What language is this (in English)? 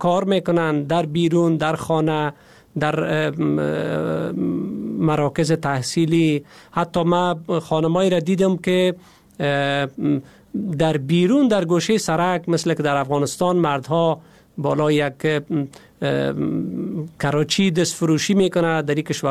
Persian